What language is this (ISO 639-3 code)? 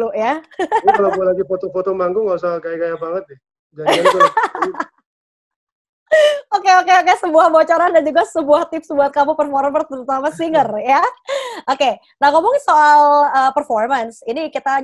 ind